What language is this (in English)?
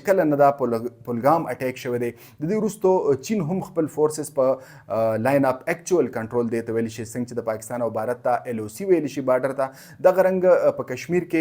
Pashto